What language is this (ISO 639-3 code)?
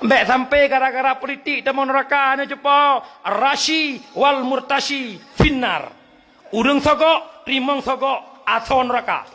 ace